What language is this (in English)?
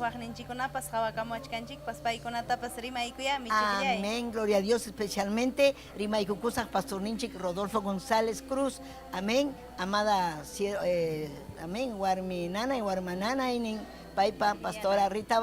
Ayacucho Quechua